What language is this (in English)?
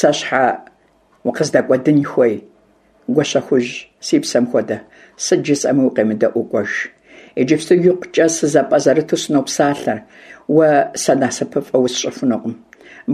Kabardian